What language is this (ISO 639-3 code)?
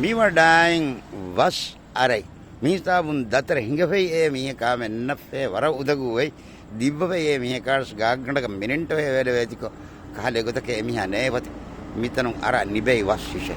div